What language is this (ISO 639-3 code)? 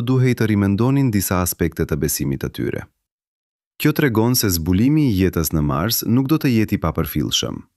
sqi